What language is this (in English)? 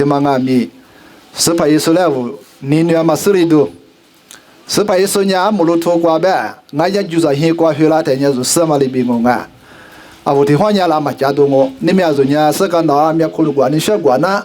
Lisu